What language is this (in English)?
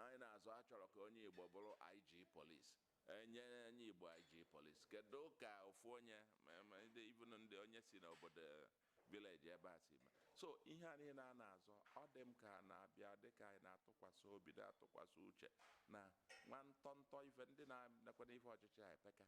Igbo